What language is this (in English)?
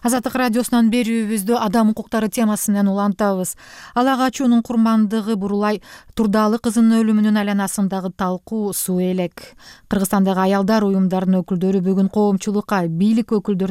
Kyrgyz